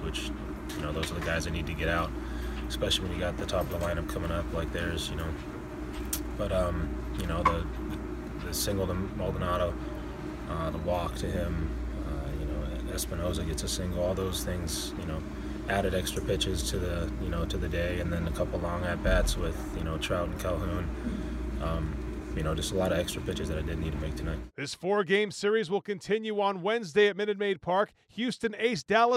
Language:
English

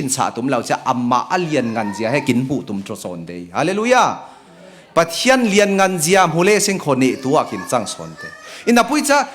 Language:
Falam Chin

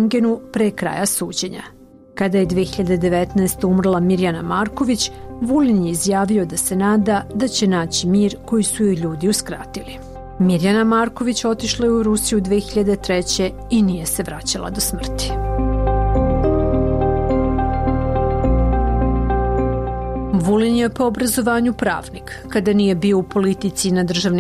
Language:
Serbian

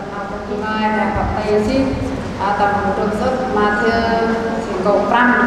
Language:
Central Mnong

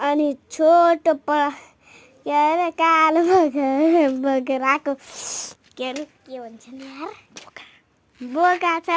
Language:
Nepali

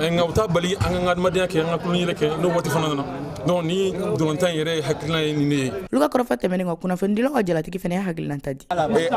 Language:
Bambara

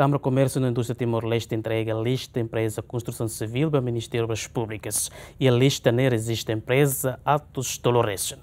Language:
Tetum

